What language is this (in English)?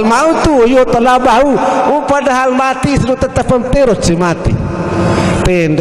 Sasak